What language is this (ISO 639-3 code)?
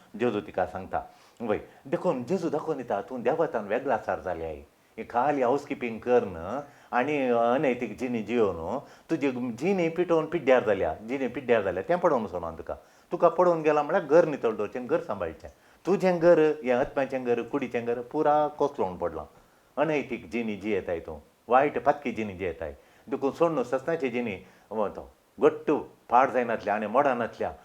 kok